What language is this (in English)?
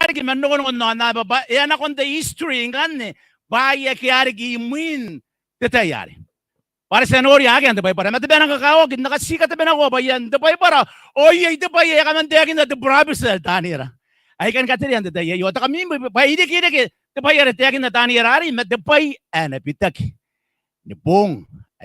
Gilbertese